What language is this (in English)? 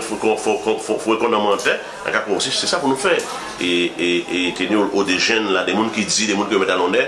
Guadeloupean Creole French